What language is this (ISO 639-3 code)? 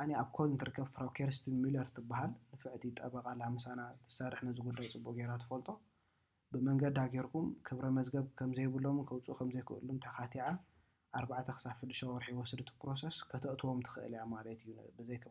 tir